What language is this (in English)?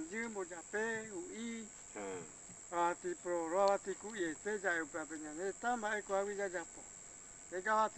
Guarani